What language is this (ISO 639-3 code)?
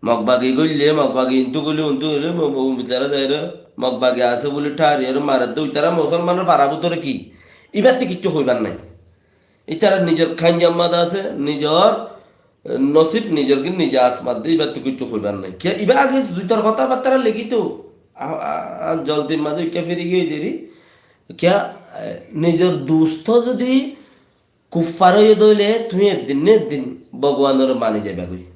rhg